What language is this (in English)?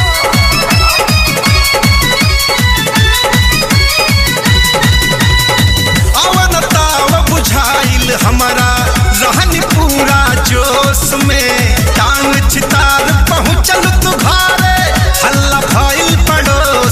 Bhojpuri